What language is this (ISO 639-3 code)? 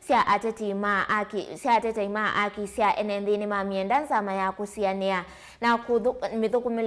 kam